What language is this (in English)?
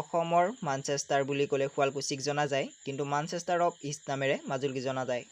Assamese